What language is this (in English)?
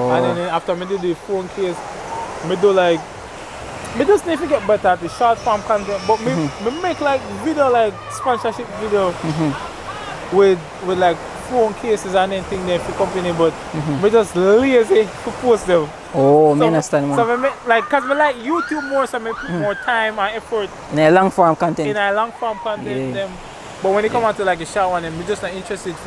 Jamaican Creole English